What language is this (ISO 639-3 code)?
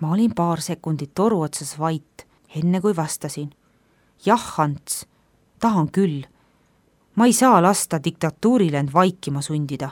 est